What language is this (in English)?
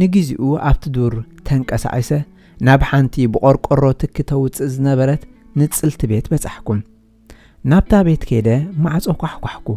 Tigrinya